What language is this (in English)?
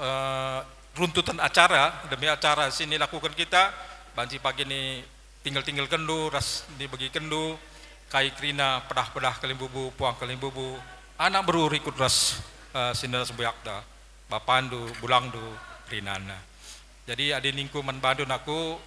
Batak Karo